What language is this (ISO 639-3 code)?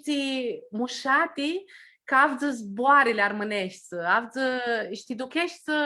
rup